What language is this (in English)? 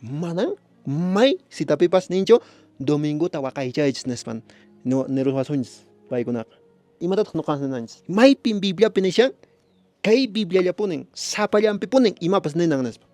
Quechua